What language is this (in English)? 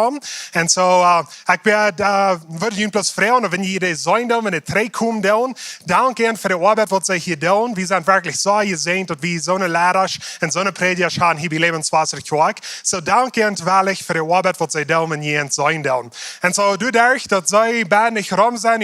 Plautdietsch